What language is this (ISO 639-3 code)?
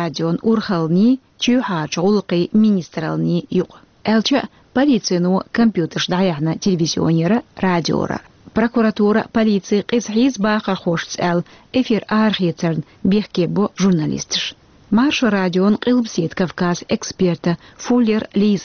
che